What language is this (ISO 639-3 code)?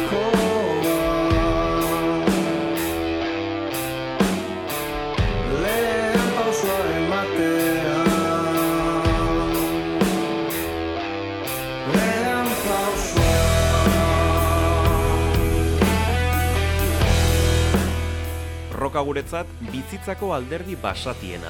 eus